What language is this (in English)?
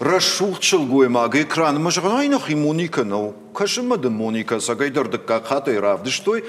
Ossetic